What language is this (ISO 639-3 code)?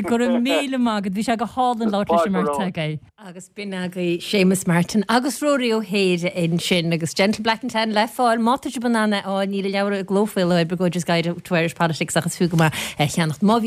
gle